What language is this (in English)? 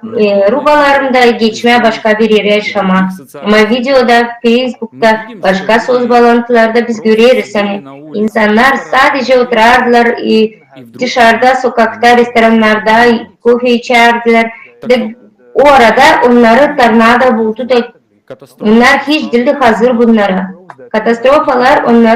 Gagauz